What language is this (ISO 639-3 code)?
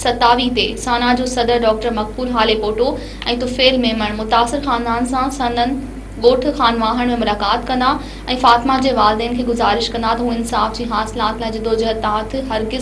snd